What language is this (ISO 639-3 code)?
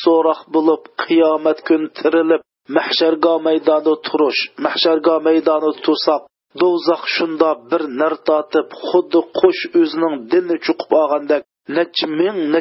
uig